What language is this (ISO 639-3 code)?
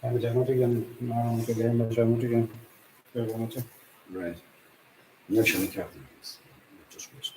gle